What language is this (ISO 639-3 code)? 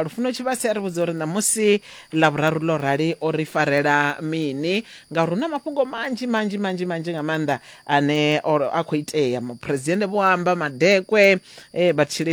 ven